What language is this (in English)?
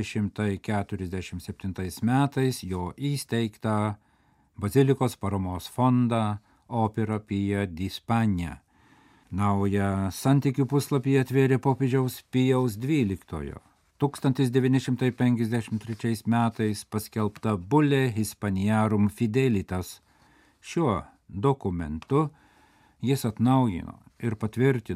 Lithuanian